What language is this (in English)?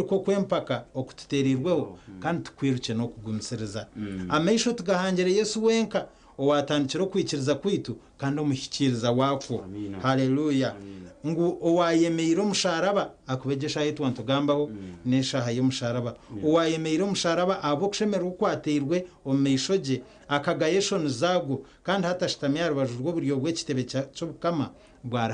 Nyankole